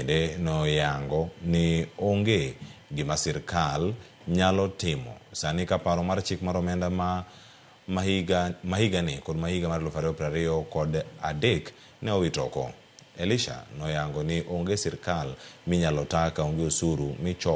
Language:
Luo (Kenya and Tanzania)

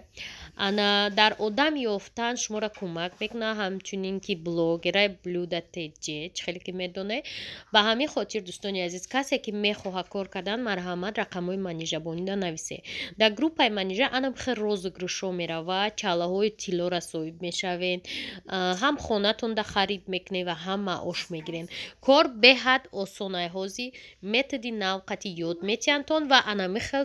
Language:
Tajik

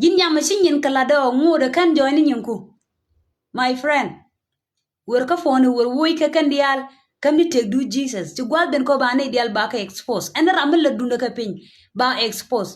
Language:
Nuer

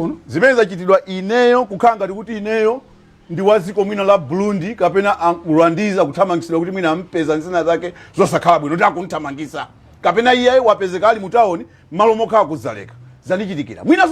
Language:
Nyanja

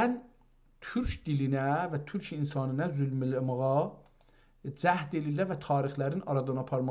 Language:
South Azerbaijani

